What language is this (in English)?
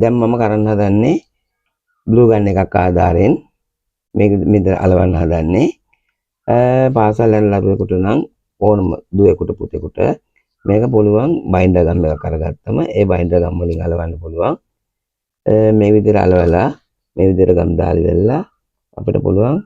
Sinhala